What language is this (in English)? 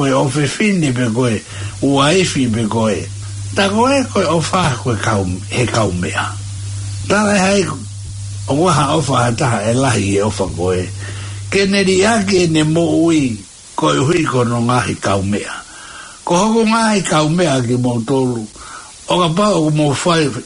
Tongan